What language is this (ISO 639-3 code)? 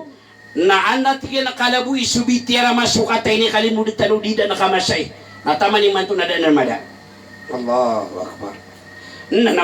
mrw